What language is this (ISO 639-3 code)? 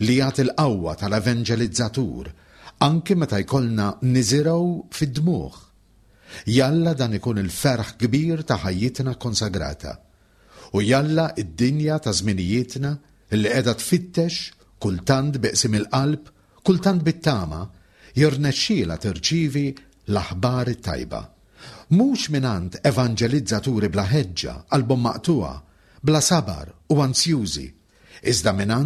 mlt